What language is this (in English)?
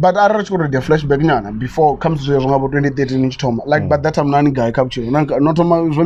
Venda